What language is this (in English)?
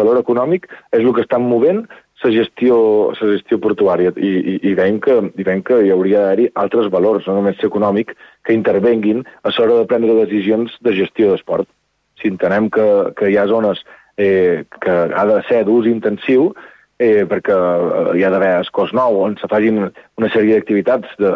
Catalan